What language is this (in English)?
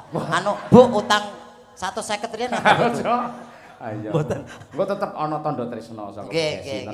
Javanese